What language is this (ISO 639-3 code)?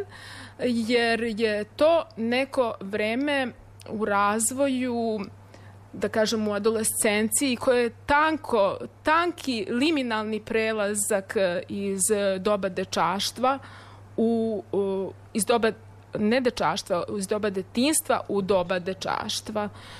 srp